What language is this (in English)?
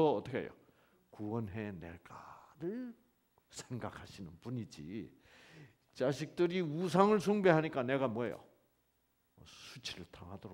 Korean